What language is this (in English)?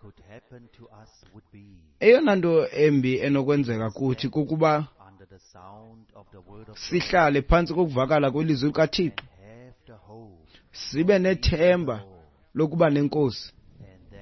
Xhosa